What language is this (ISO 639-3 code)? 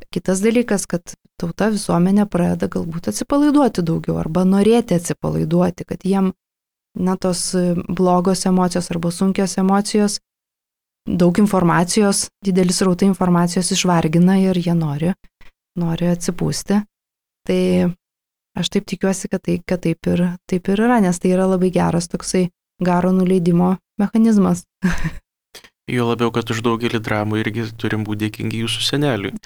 lit